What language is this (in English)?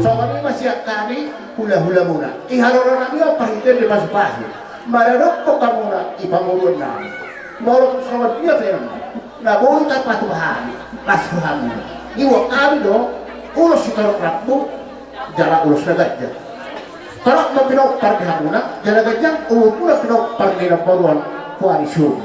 Batak Toba